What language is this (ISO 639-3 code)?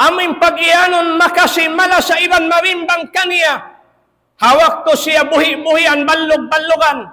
tsg